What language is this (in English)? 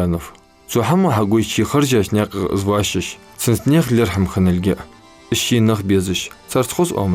Ingush